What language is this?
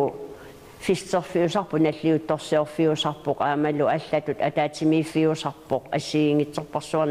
Kalaallisut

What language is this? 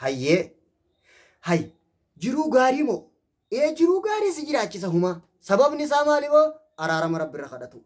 Oromo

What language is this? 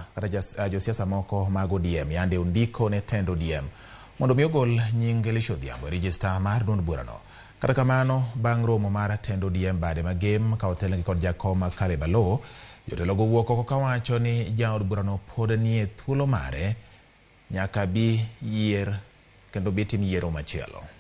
Luo (Kenya and Tanzania)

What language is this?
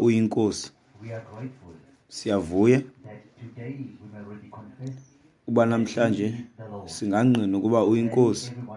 Xhosa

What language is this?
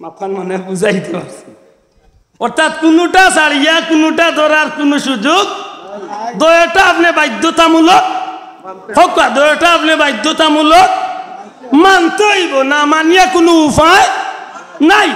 Sylheti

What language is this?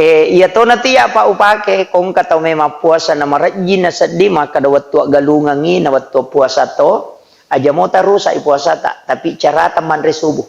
Buginese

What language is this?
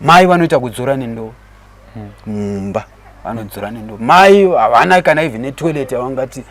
Shona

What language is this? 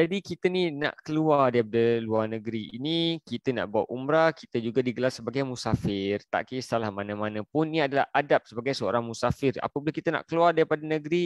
Malay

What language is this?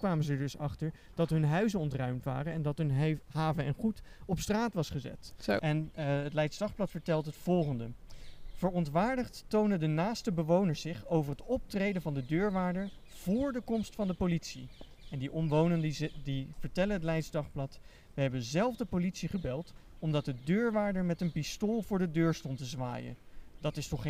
Dutch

